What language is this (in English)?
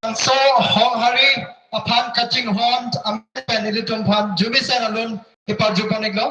Karbi